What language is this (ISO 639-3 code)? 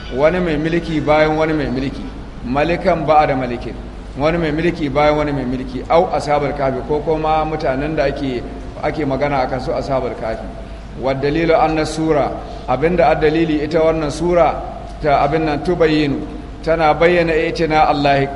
hau